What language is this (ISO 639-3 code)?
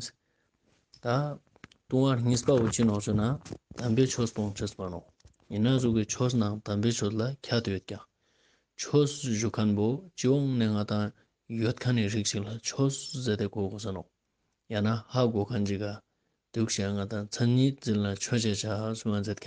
lbj